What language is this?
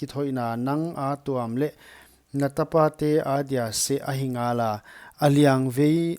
Paite Chin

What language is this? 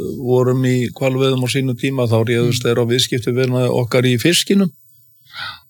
Icelandic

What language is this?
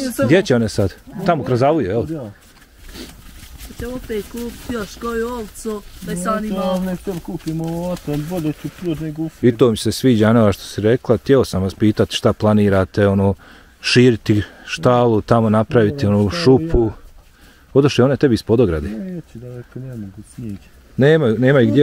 Bosnian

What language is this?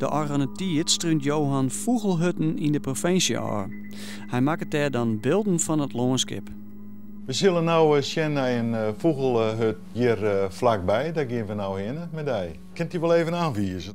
Western Frisian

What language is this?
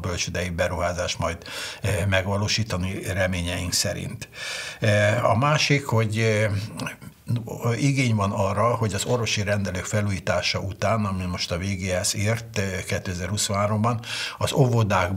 Hungarian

